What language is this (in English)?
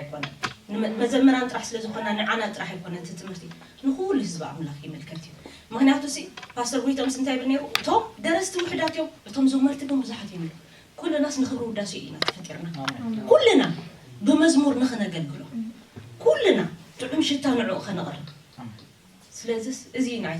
Tigrinya